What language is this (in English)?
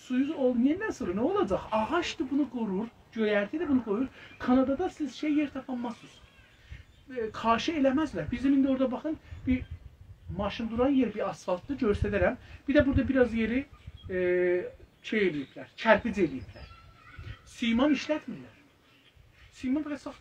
South Azerbaijani